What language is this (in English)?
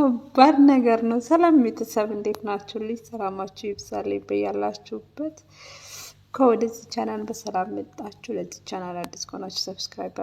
Amharic